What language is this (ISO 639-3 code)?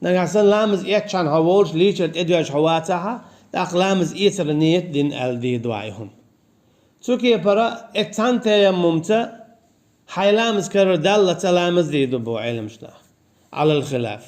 che